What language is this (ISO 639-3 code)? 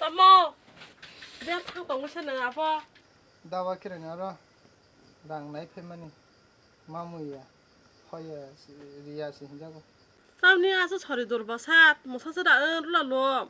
trp